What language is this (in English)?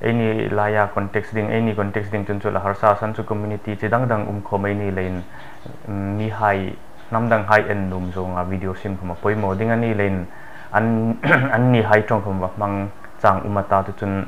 Hmar